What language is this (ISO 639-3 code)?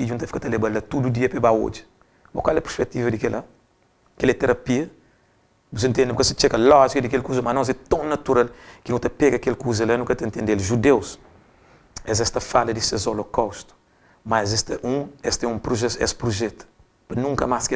kea